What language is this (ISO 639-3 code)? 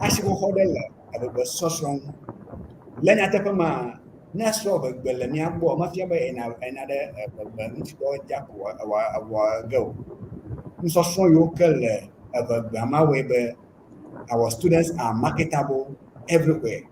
ewe